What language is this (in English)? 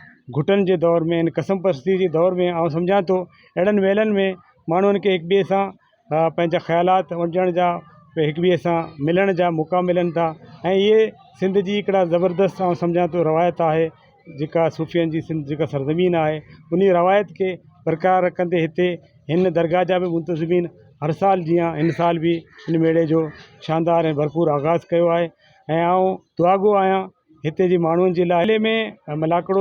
Sindhi